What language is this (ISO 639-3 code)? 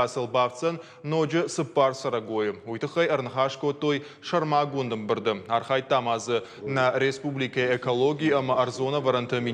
oss